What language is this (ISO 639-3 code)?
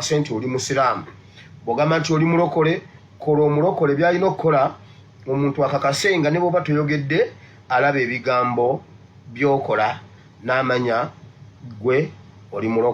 lug